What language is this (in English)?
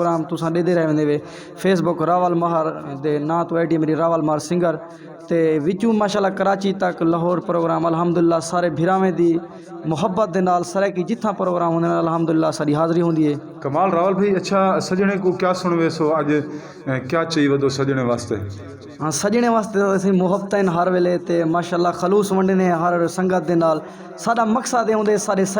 Saraiki